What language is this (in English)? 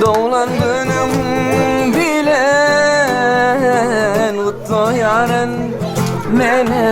Turkmen